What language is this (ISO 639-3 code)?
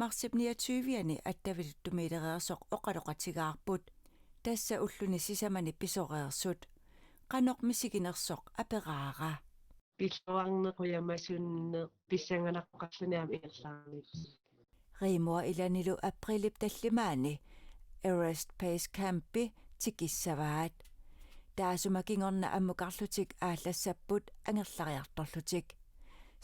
kal